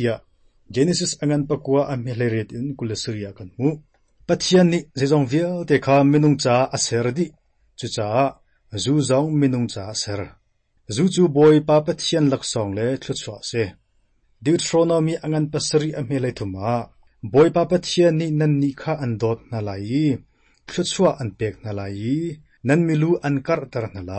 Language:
Hakha Chin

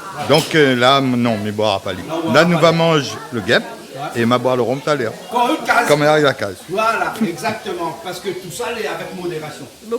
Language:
Réunion Creole French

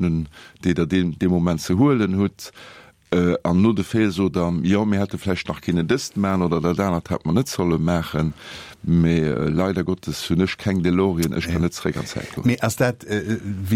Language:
Luxembourgish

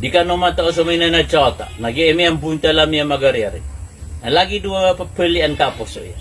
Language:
Maranao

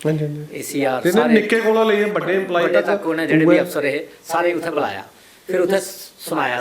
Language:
Dogri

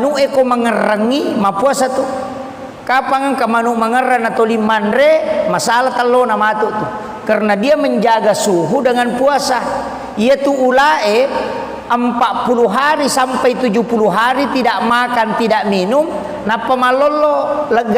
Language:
Buginese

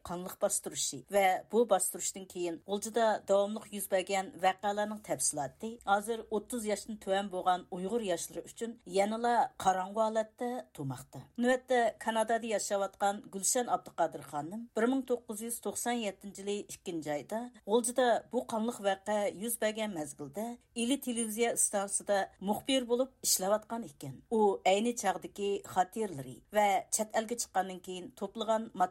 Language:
Uyghur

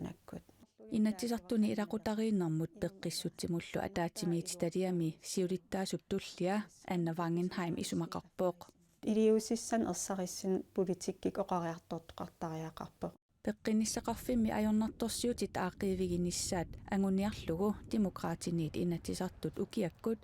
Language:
Kalaallisut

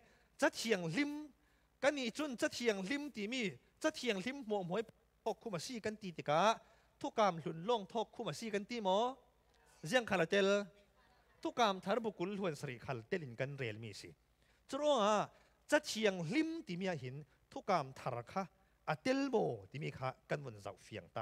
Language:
Falam Chin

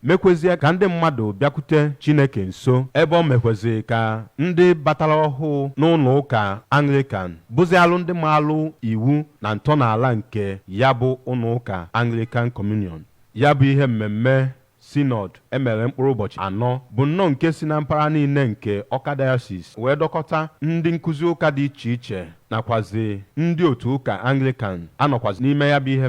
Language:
Igbo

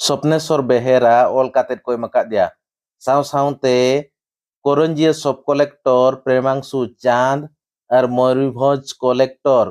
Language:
Santali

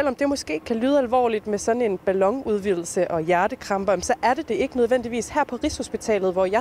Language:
Danish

